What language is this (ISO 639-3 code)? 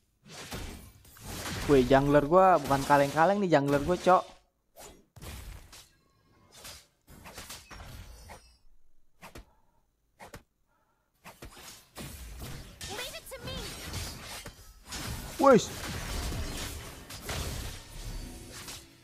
ind